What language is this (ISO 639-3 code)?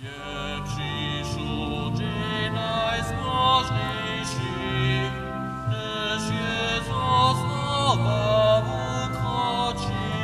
hsb